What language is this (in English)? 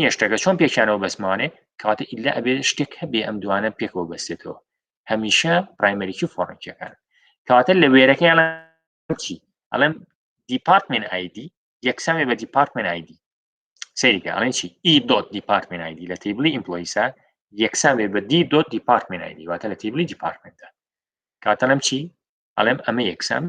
Central Kurdish